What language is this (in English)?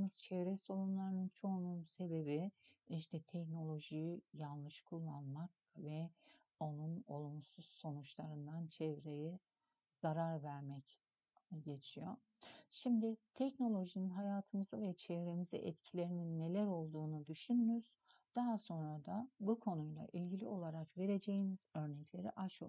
Turkish